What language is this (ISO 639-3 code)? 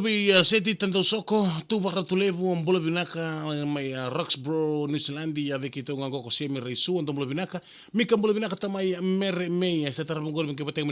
fij